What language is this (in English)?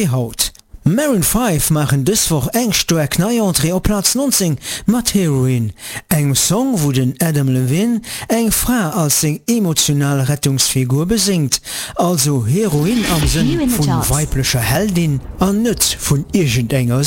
Luxembourgish